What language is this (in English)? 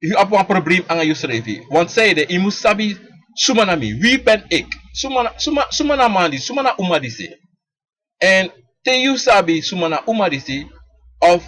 Sranan Tongo